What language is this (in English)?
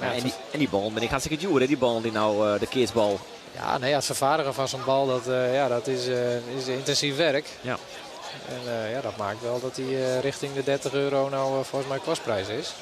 Western Frisian